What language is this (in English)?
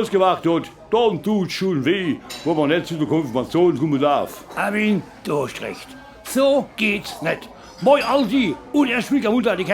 Palatine German